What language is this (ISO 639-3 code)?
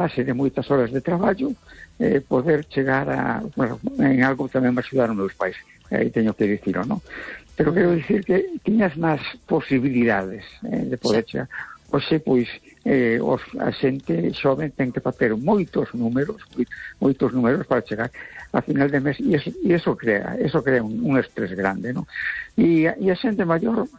glg